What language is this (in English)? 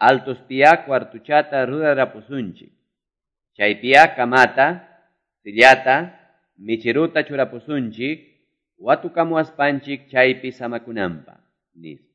Ayacucho Quechua